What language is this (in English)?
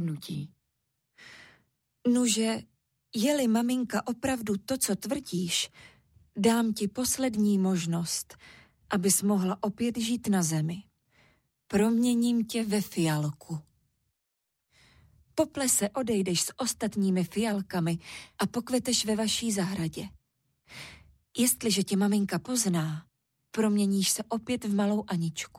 Czech